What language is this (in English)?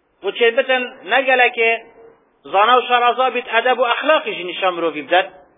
Kurdish